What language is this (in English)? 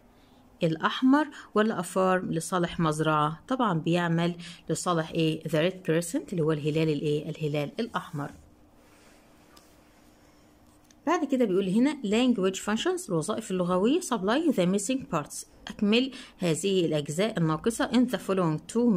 Egyptian Arabic